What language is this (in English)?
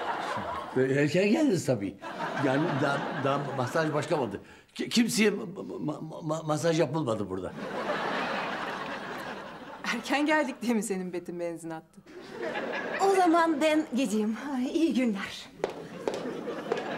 Turkish